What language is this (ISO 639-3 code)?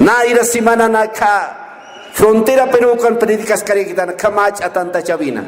aym